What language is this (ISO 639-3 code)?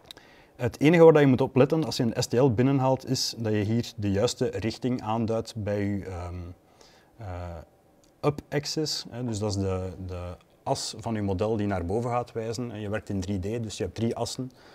nld